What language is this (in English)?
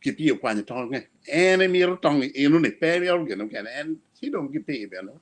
Acoli